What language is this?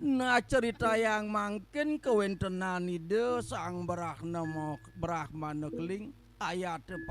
Balinese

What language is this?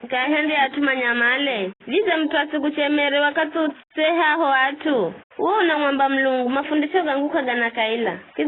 Giryama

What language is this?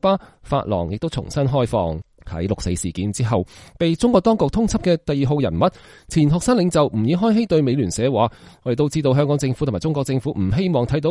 Cantonese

